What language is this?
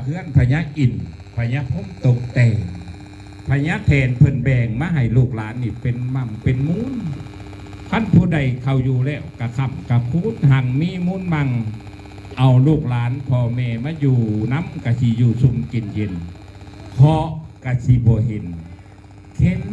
Northeastern Thai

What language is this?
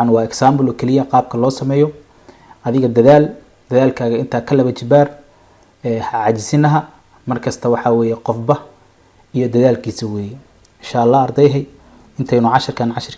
Somali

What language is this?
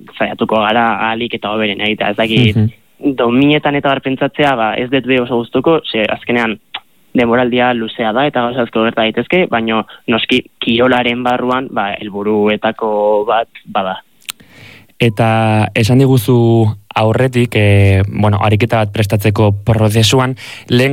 Basque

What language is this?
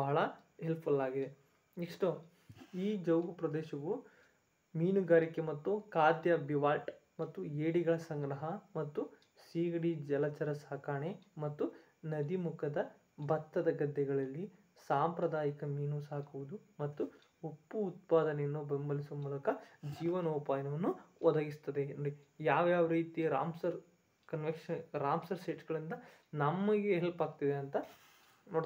Kannada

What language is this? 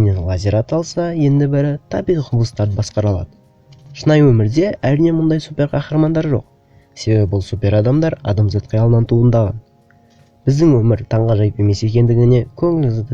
Kazakh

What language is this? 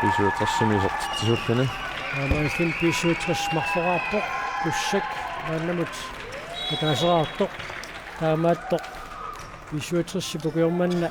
Kalaallisut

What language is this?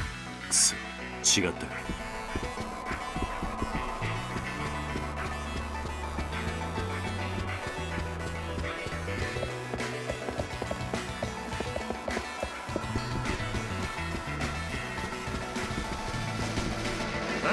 Japanese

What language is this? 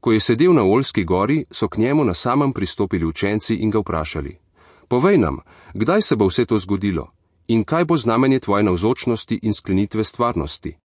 Slovenian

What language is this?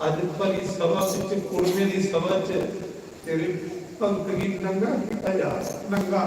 Dogri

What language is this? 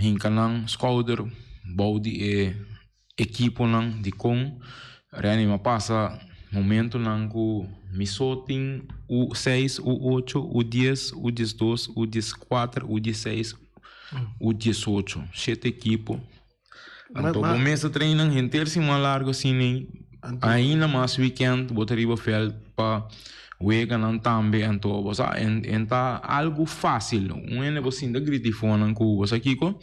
Papiamento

